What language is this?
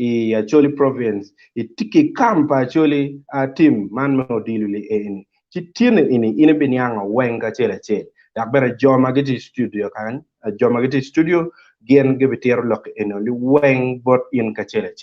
Acoli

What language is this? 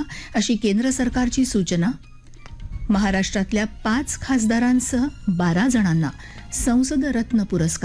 Marathi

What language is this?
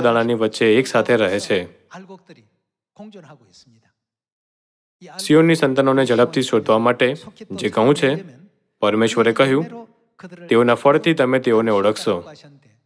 Gujarati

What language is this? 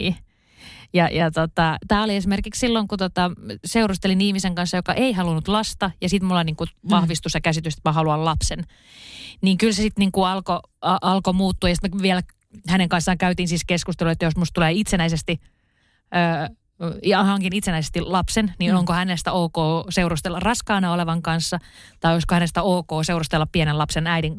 Finnish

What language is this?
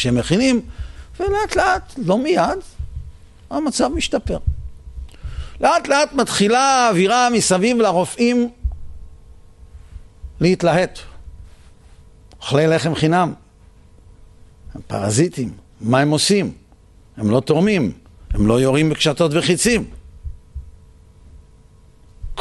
Hebrew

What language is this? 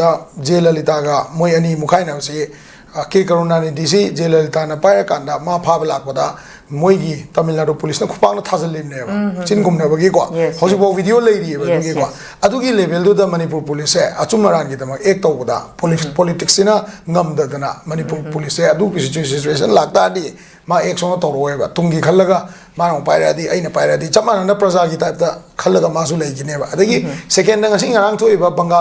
Manipuri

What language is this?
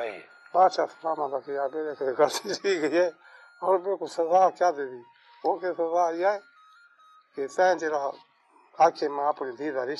Saraiki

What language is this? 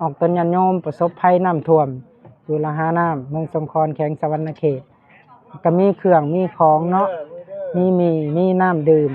Lao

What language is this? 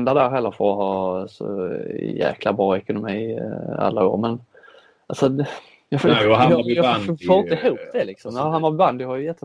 Swedish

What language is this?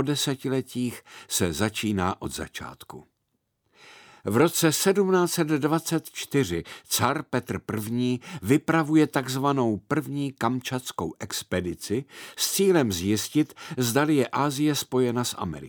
Czech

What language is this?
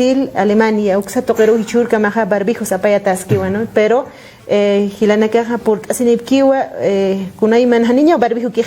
Aymara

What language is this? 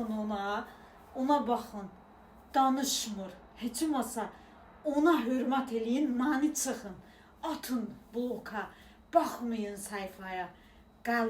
Azerbaijani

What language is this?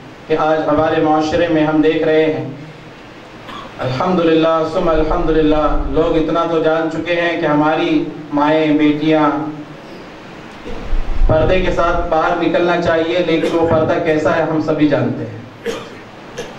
Urdu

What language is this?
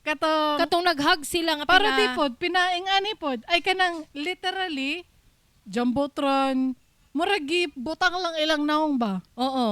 Cebuano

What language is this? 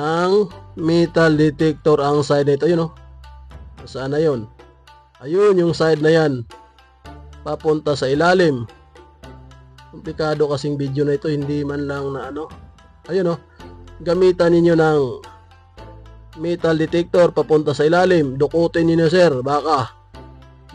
Filipino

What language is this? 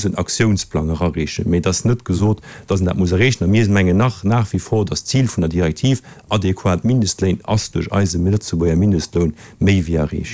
Luxembourgish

